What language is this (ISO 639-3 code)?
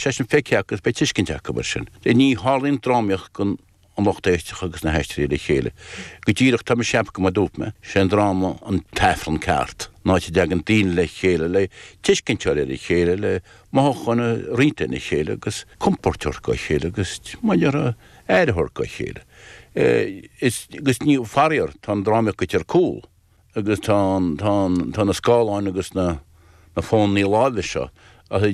gle